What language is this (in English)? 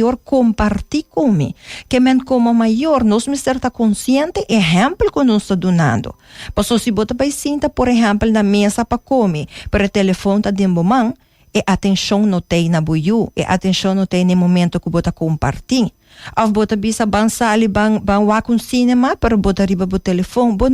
Papiamento